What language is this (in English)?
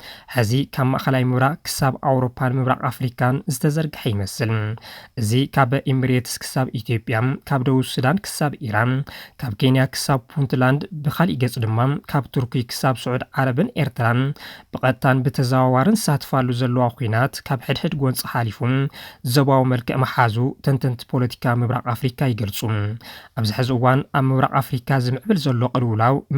Tigrinya